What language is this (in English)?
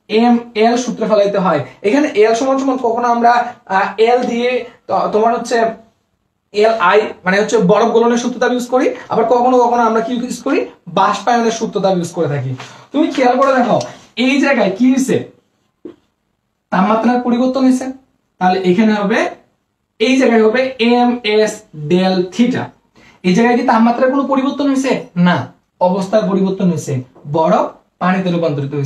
Bangla